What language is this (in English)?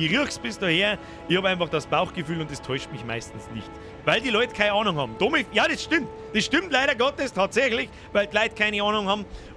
Bavarian